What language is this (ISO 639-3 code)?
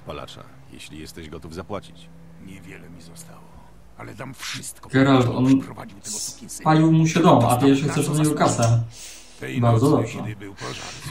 pol